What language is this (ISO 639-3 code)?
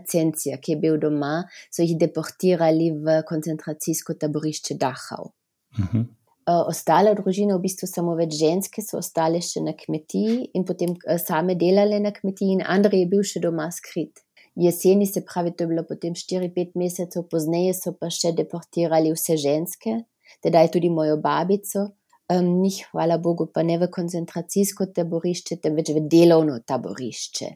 slv